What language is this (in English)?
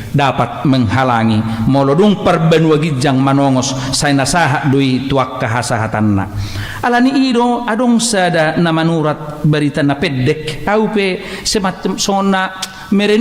Batak Toba